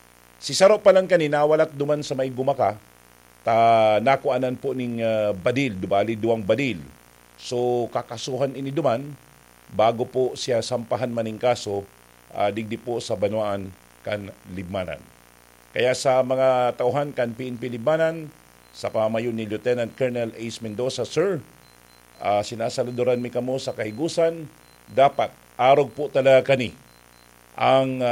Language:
Bikol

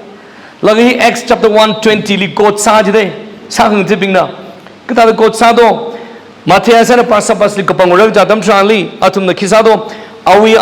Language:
Tangkhul Naga (India)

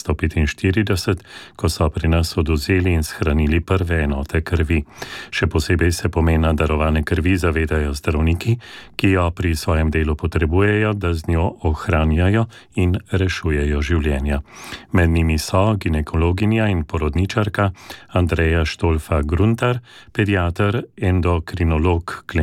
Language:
Slovenian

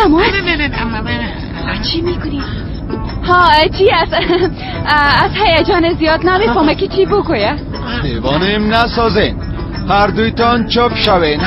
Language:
Persian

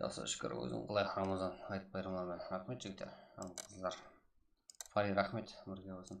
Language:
Kara-Kalpak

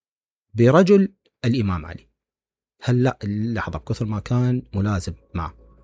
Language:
Mesopotamian Arabic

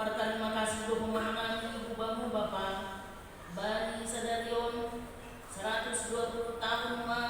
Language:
Batak Simalungun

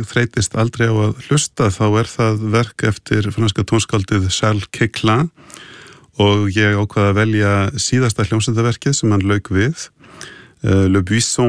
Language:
Icelandic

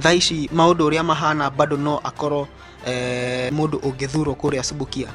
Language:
Kikuyu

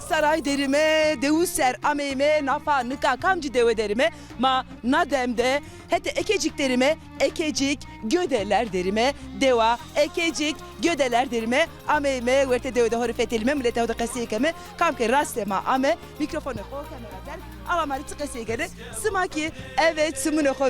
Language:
Zaza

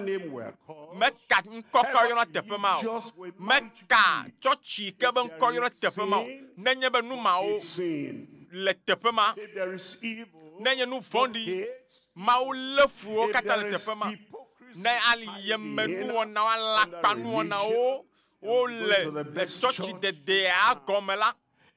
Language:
Ewe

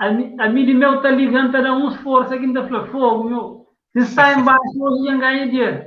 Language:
Kabuverdianu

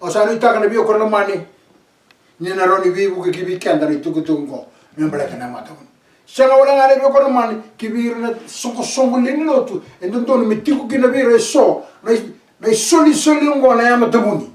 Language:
Fijian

